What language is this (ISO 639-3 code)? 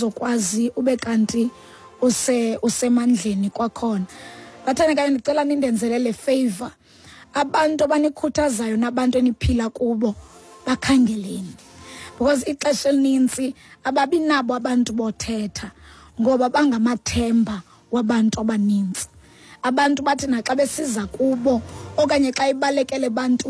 xho